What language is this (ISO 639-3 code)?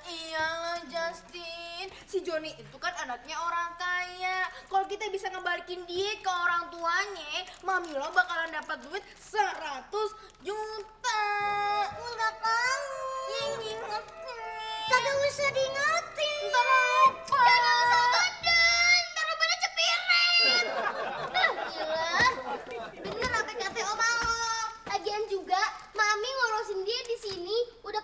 bew